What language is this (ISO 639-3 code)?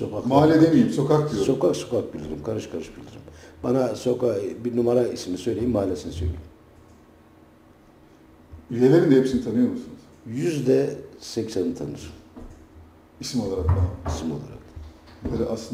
tur